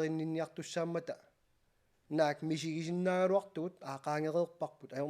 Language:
Kalaallisut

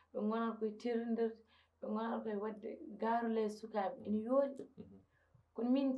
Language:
Fula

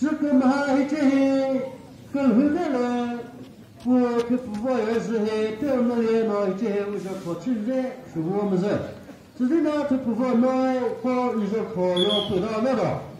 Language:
Chokri Naga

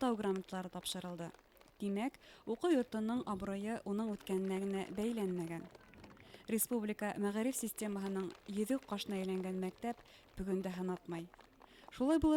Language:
Bashkir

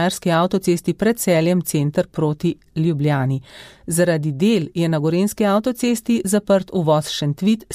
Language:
Slovenian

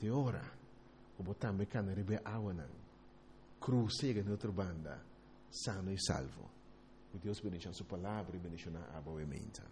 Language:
Papiamento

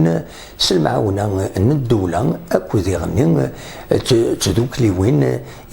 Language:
Kabyle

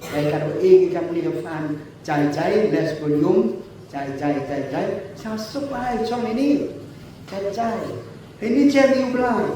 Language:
Khasi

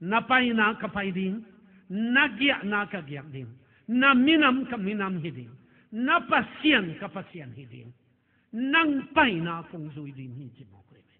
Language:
Tedim Chin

